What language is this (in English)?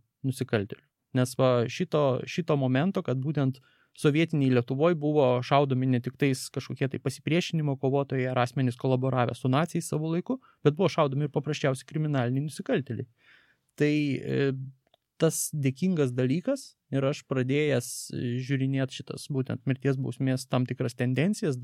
Lithuanian